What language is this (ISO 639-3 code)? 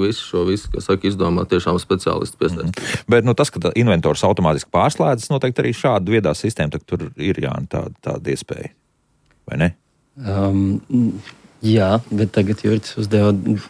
lav